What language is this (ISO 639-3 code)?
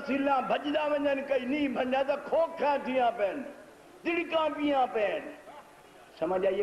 skr